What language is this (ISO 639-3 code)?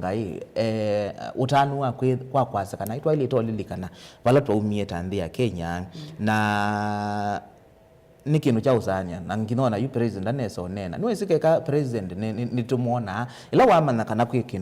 kam